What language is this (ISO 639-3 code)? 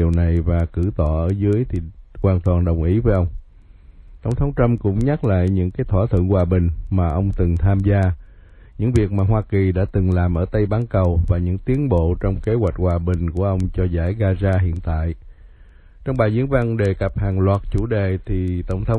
vie